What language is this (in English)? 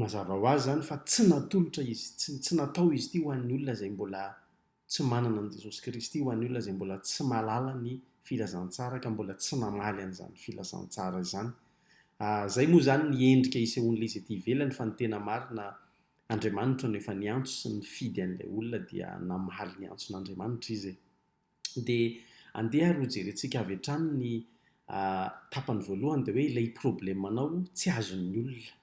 Malagasy